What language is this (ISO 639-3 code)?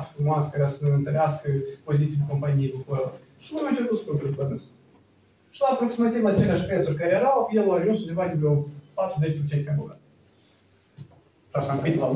ron